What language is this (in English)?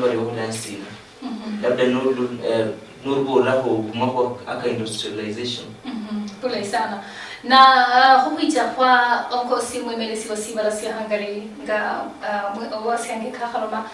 Luyia